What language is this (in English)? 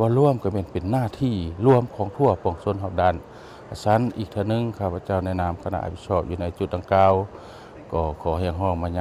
Lao